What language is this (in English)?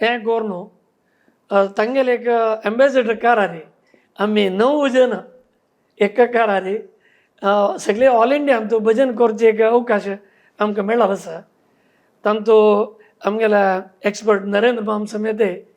Konkani